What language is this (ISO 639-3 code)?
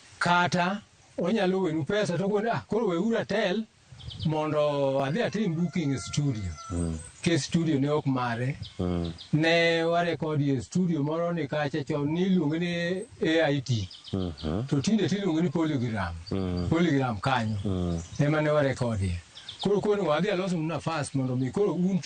luo